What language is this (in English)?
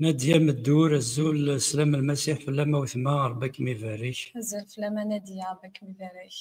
Kabyle